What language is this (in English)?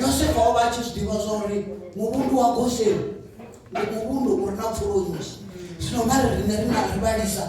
Venda